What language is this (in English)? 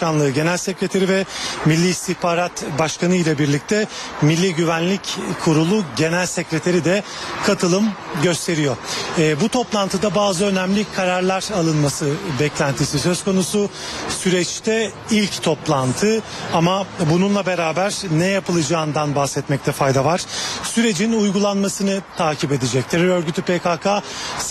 Turkish